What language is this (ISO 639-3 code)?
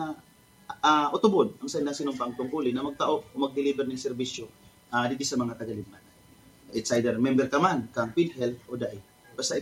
bik